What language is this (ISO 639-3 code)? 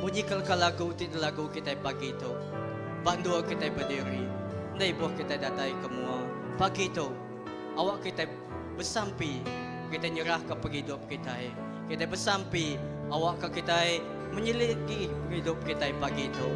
iba